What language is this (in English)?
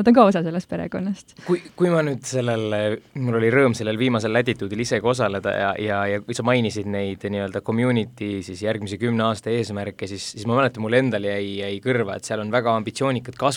Estonian